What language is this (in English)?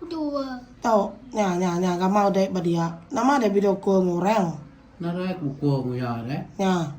Iban